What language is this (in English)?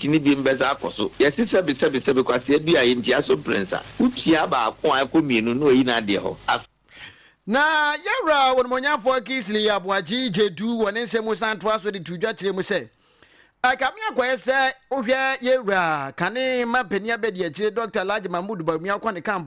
Akan